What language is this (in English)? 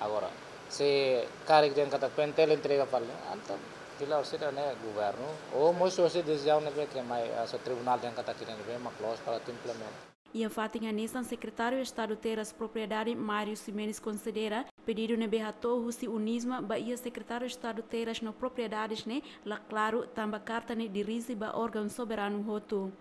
Tetum